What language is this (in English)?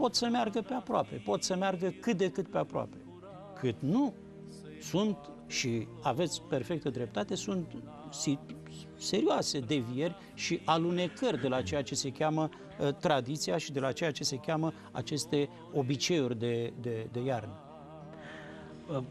Romanian